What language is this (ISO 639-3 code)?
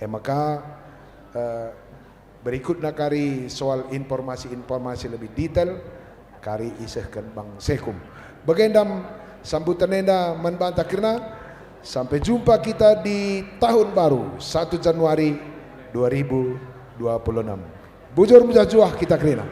btx